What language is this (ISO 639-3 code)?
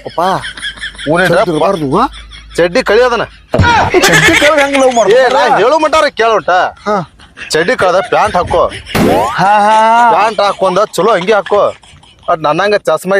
kan